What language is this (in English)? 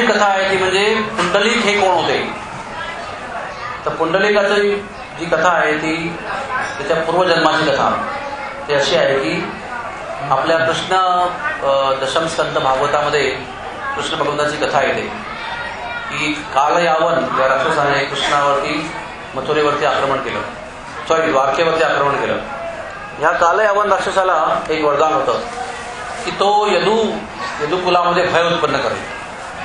Marathi